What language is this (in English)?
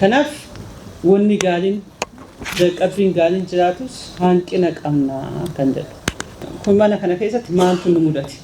Oromo